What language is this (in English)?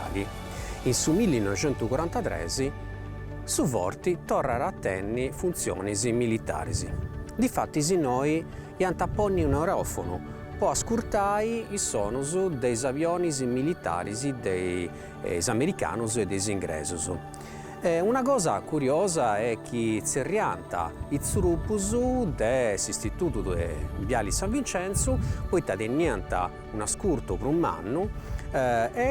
Sardinian